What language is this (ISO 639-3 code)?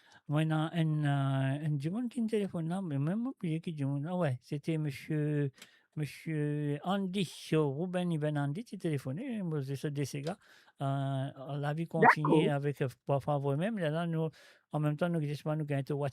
mfe